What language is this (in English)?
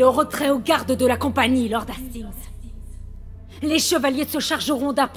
French